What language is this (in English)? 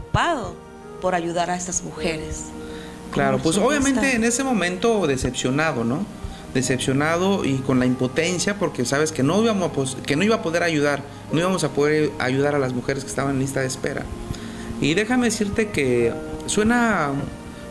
Spanish